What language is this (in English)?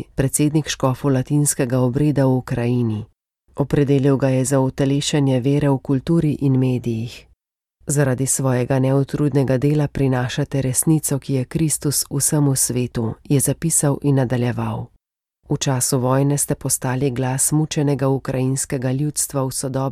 Slovenian